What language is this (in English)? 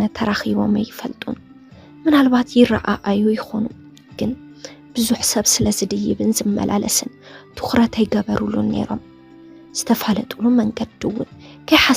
Tigrinya